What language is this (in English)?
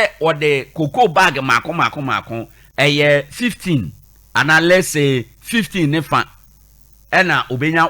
Akan